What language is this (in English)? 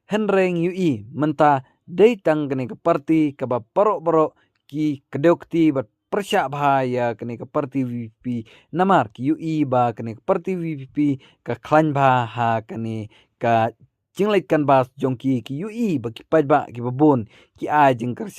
Khasi